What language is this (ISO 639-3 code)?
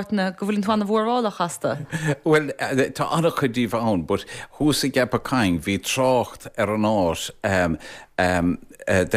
gle